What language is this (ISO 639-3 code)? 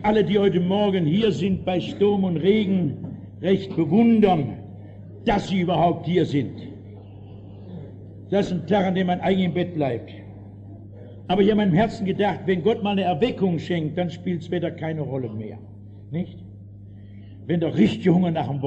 deu